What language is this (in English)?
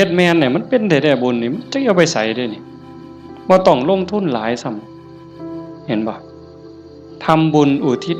Northeastern Thai